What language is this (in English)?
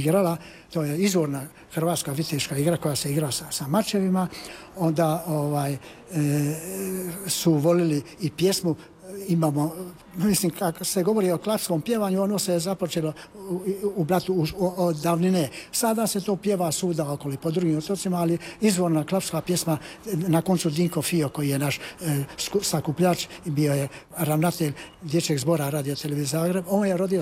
Croatian